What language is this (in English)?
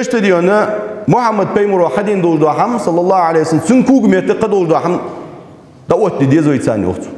Ingush